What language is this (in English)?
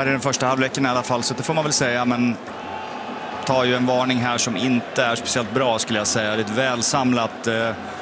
Swedish